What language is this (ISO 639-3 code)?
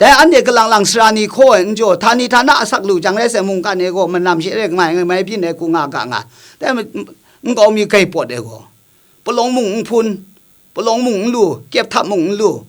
kac